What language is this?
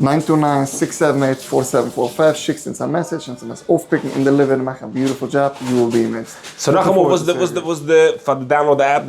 Yiddish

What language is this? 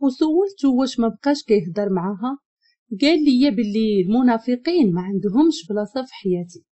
Moroccan Arabic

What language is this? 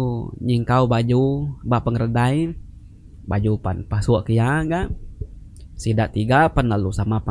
Iban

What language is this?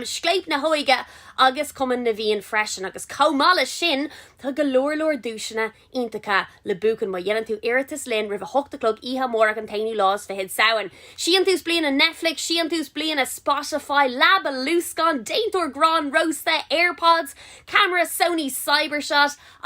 Irish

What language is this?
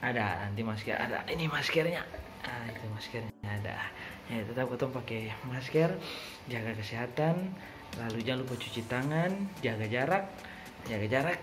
Ambonese Malay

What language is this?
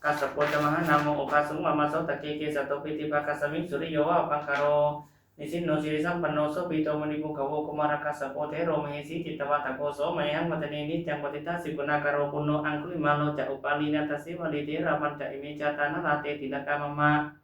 Pali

